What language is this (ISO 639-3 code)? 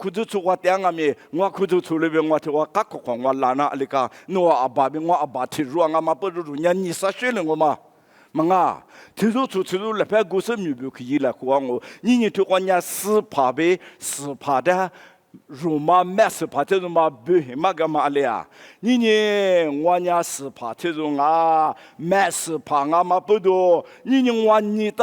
lis